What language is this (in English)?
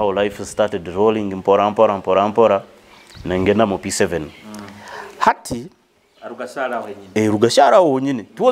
Nyoro